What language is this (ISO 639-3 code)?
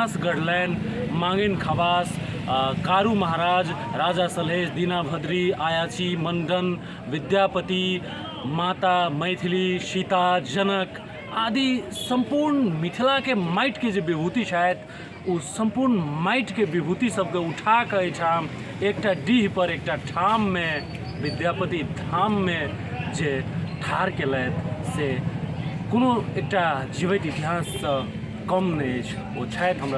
mai